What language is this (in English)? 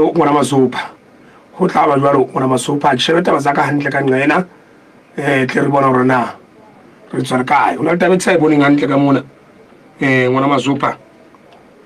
Southern Sotho